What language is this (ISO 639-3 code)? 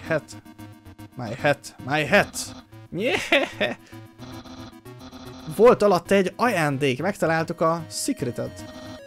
hun